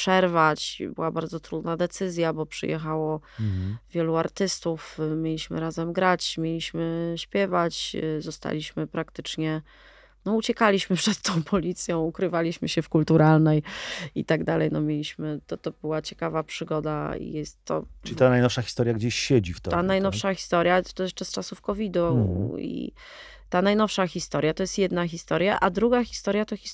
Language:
Polish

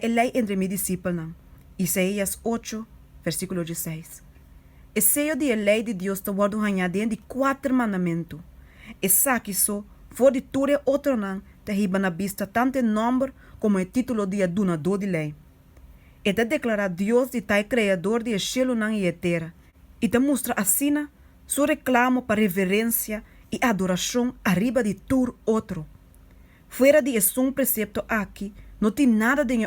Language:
Papiamento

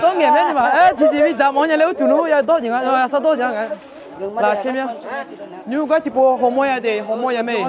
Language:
Akha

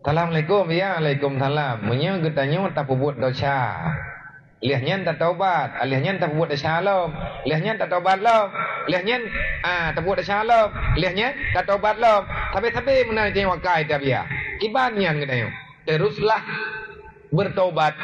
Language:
Achinese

